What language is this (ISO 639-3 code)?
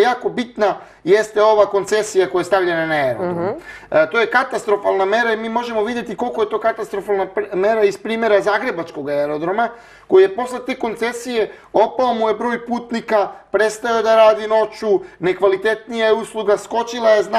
srp